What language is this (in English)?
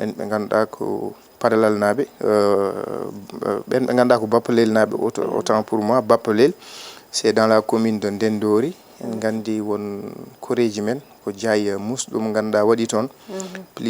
Fula